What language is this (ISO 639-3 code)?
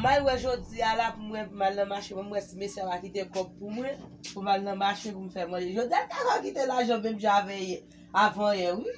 hat